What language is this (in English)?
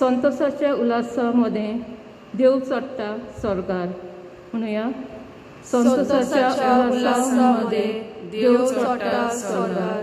Konkani